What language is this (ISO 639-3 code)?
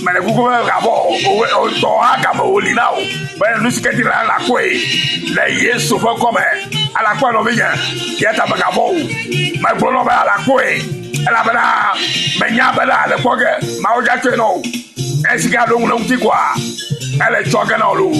ewe